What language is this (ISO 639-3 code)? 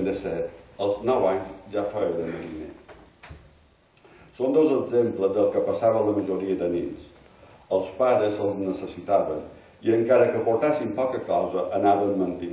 cat